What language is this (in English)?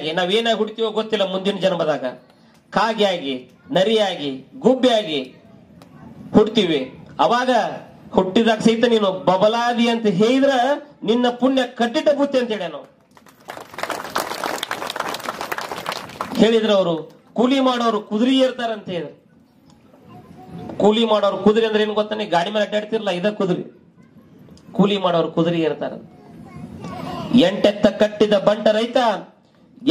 Kannada